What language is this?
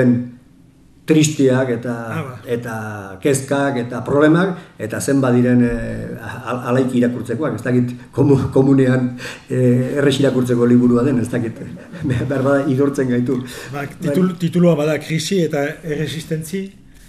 Basque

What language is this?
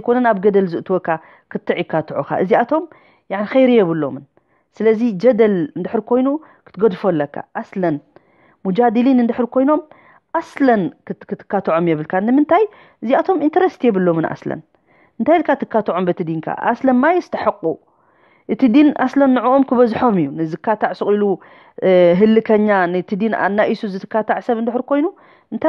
Tigrinya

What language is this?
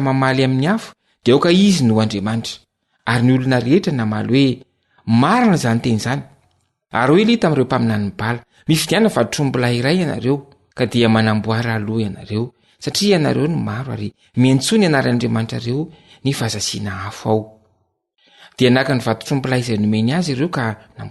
Malagasy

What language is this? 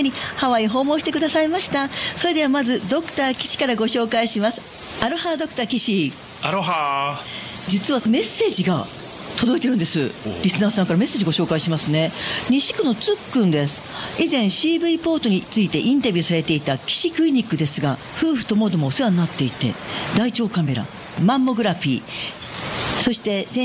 Japanese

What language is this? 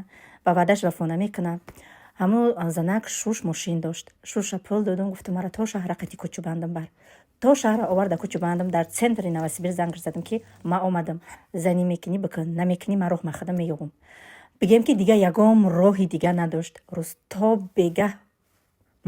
Tajik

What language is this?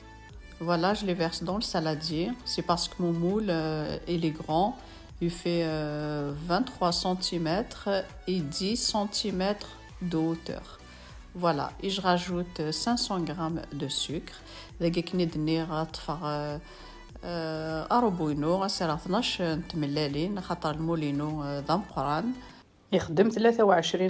Kabyle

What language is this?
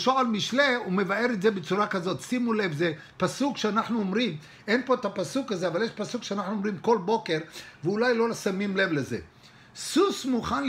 Hebrew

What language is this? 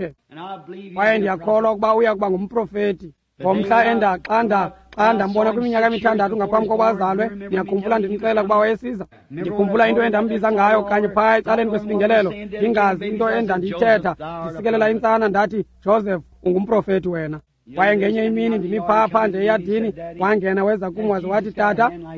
Xhosa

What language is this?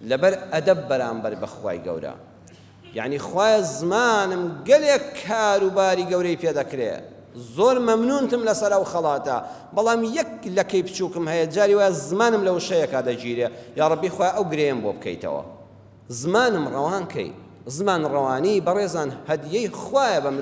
Central Kurdish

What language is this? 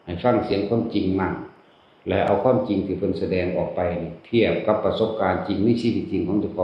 Northeastern Thai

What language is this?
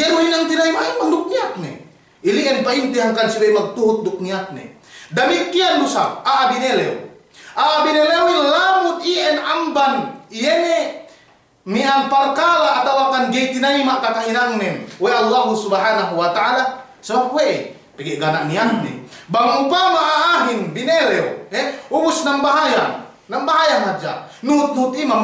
Yakan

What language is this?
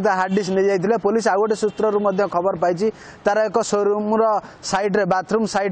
Odia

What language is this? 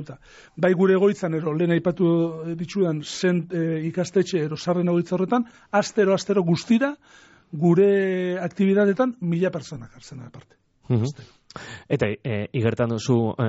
Basque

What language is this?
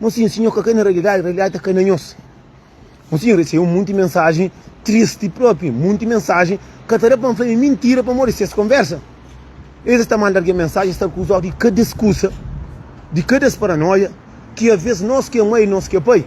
Kabuverdianu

